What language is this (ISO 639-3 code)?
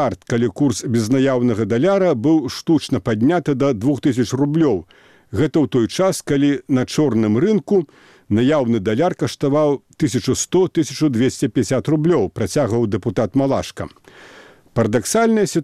bel